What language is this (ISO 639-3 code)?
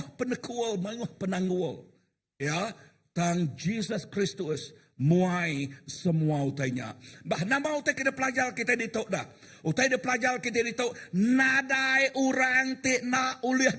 iba